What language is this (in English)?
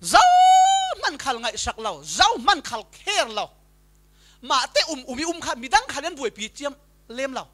Falam Chin